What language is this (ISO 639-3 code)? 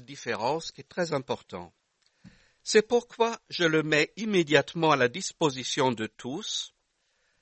fra